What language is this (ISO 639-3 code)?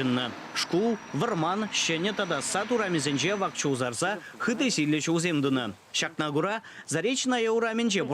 chv